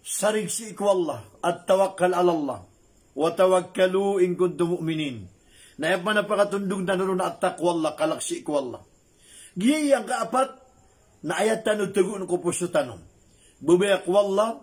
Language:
Maranao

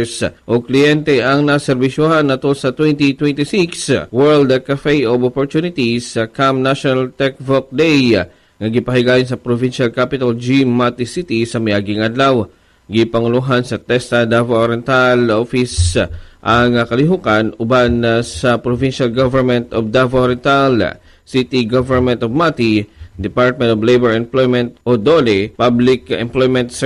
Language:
Cebuano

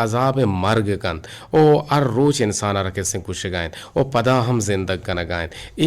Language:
Eastern Balochi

